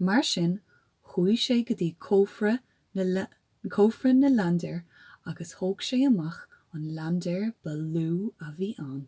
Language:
Irish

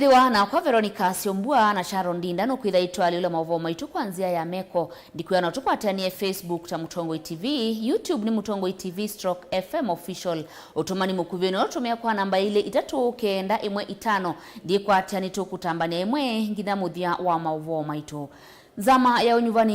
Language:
Kamba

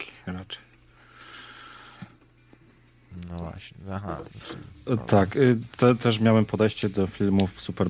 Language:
Polish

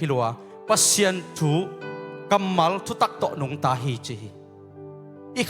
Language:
Tedim Chin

